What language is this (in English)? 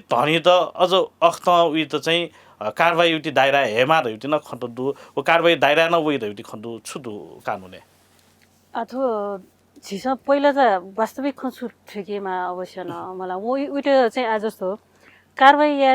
Newari